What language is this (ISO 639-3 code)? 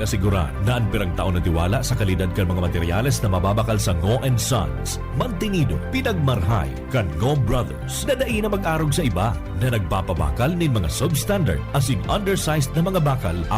bik